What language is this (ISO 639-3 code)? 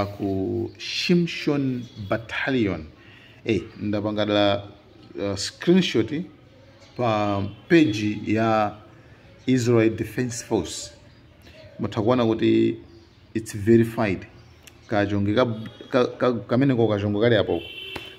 nya